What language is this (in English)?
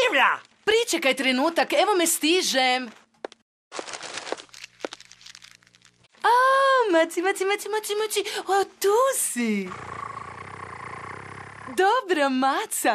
Serbian